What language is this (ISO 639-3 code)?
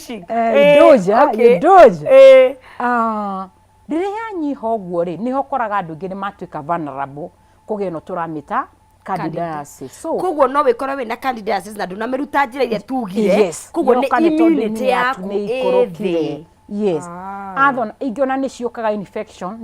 kik